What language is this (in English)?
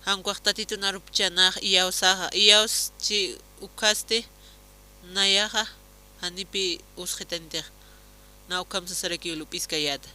Aymara